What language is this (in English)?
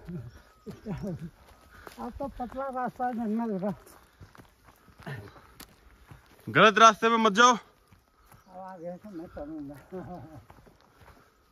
Hindi